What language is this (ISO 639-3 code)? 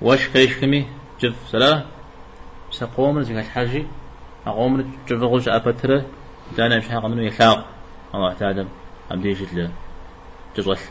kbd